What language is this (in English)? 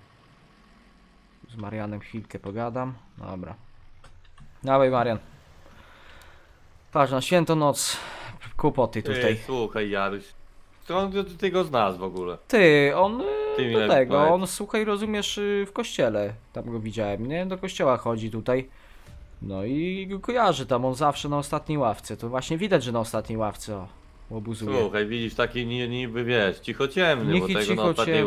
Polish